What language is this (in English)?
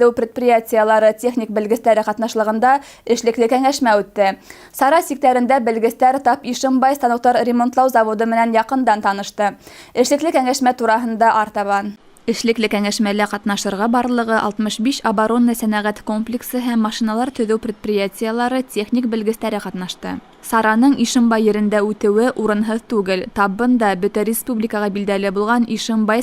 Bashkir